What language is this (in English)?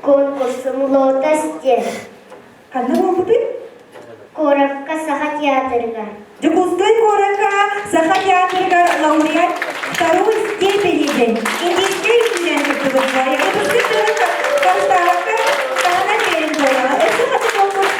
Yakut